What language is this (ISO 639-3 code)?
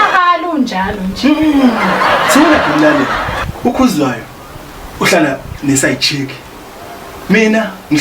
zul